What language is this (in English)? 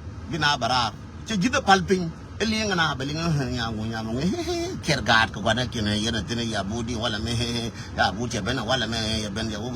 Nuer